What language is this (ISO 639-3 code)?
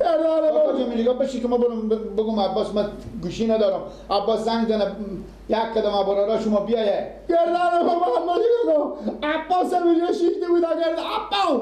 fas